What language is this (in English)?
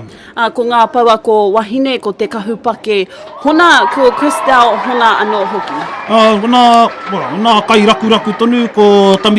Māori